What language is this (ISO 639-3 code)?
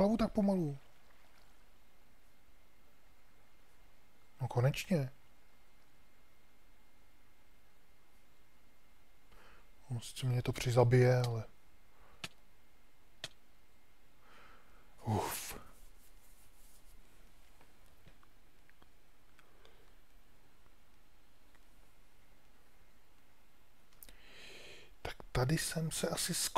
ces